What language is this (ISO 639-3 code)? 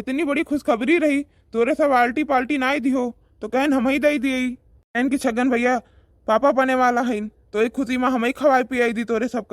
awa